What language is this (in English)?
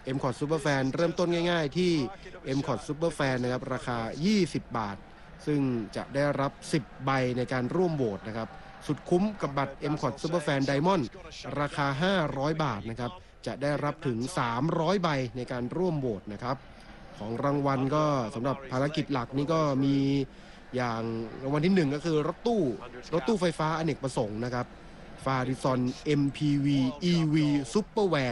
Thai